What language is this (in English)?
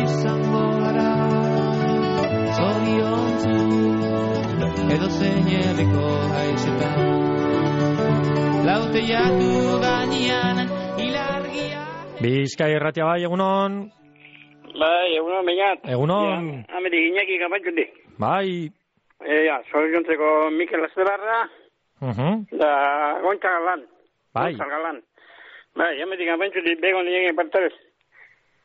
Basque